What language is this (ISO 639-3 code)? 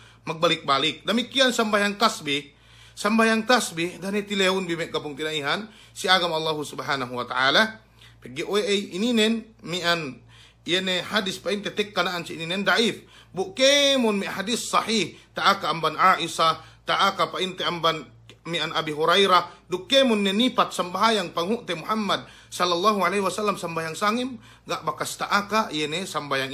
yka